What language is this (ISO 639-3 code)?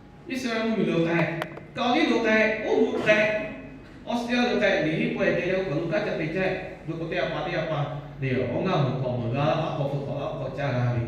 lhu